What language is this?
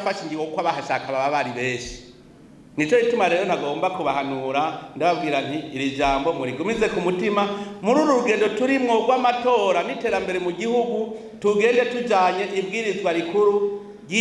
Rundi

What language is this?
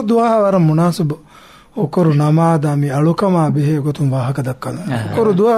Divehi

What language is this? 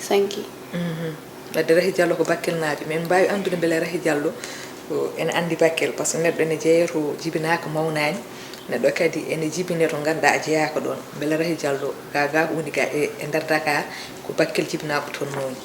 Fula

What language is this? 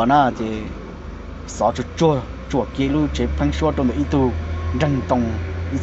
Hmong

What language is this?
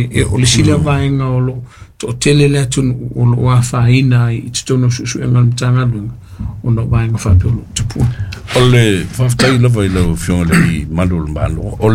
Samoan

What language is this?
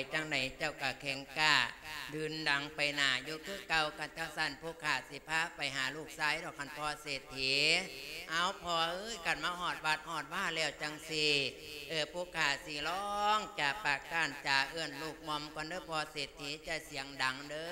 Lao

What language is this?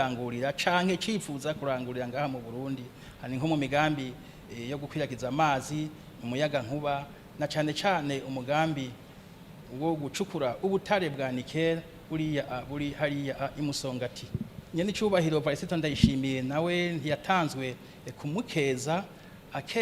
Rundi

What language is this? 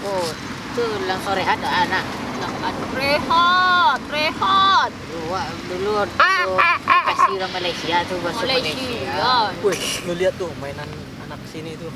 Minangkabau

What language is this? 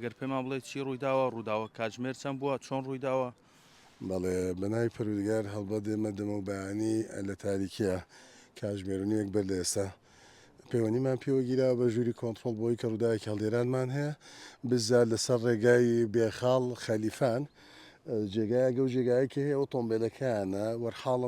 Central Kurdish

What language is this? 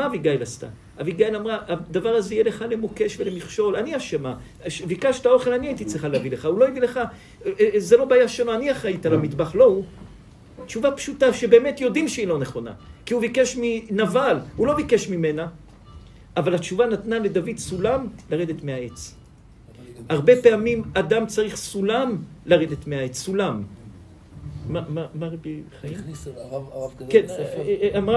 Hebrew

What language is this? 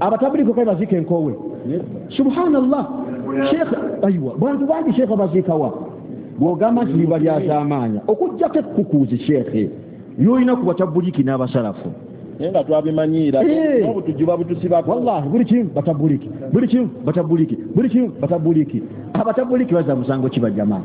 Ganda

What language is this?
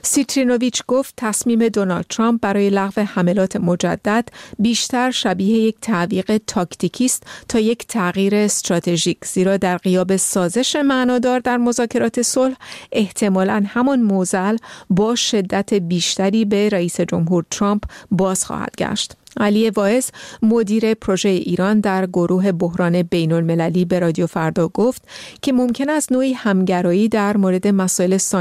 Persian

